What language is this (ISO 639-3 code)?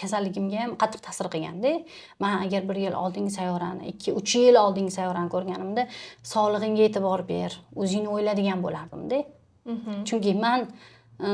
uzb